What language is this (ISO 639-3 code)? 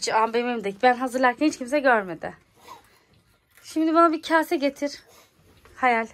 tur